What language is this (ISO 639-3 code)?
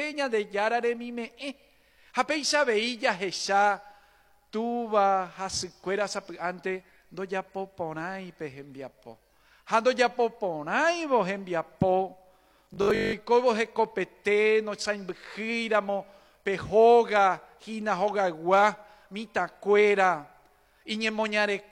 grn